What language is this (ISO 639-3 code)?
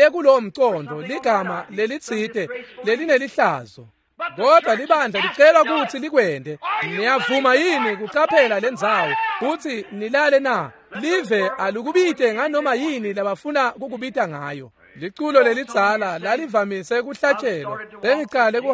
ssw